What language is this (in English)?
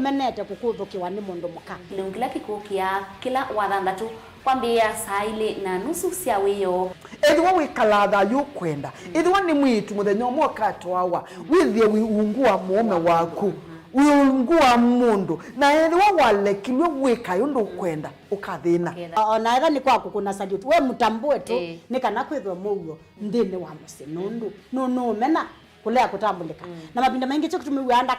Kamba